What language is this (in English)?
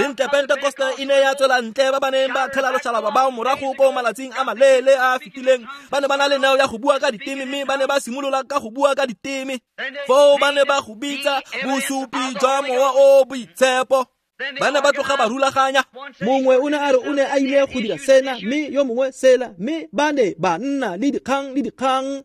Tswana